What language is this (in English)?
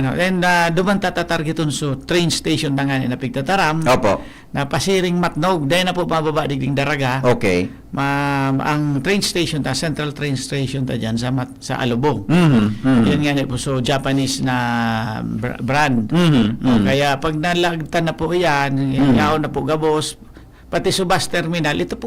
Bikol